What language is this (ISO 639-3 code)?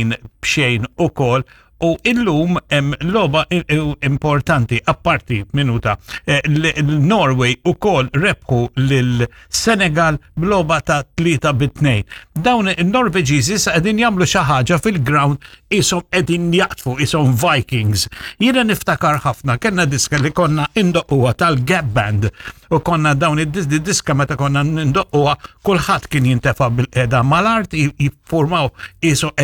mlt